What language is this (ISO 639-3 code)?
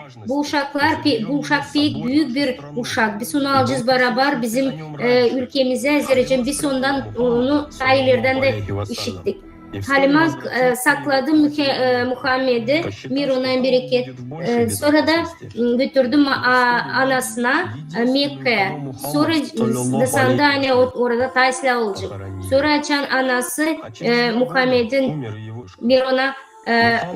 gag